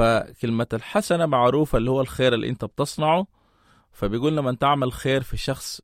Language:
Sudanese Arabic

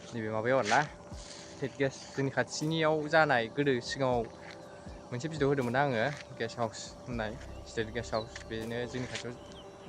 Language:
Bodo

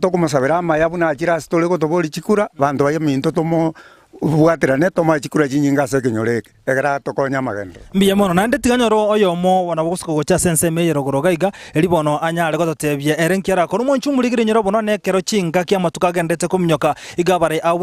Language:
Gusii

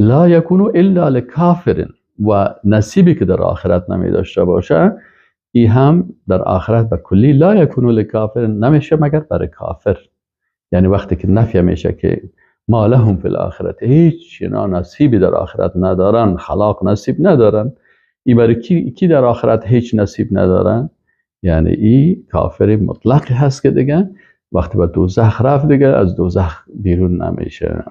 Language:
Persian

